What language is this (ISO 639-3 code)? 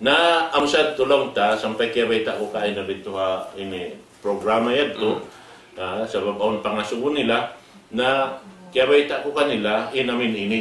tsg